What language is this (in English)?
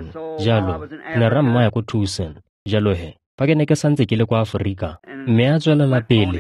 Tswana